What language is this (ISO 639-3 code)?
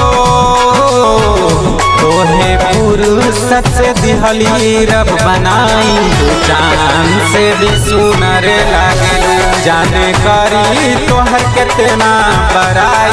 bho